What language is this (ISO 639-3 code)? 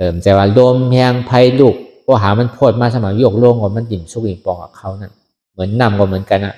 shn